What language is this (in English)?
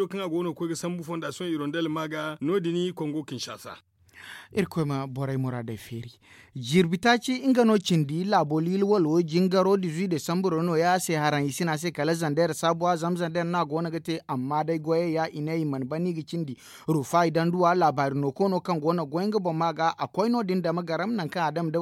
Zarma